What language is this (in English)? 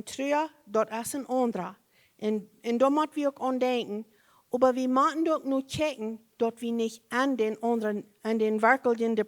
Plautdietsch